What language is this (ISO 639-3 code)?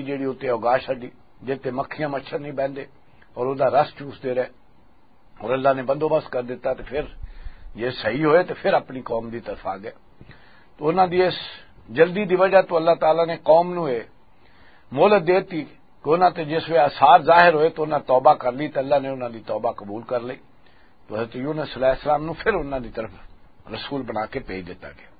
lah